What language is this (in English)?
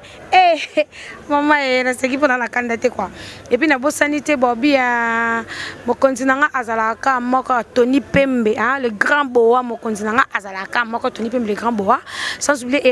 Lingala